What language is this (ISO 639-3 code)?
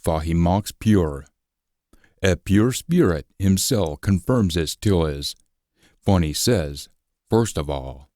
sco